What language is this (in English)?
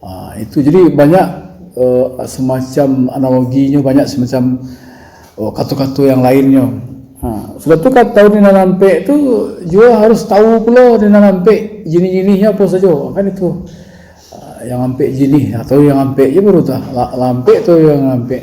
Minangkabau